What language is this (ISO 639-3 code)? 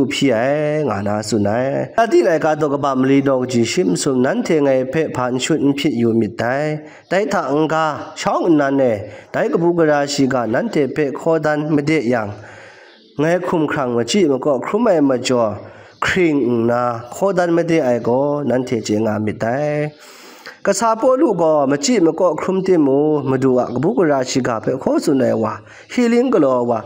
kac